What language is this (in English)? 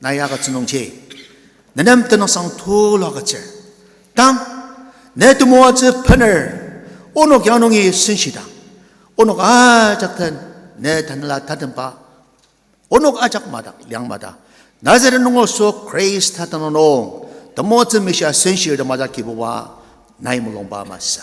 Ao Naga